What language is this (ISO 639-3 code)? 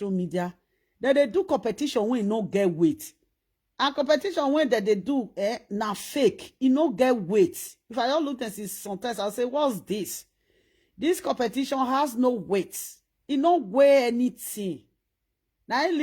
pcm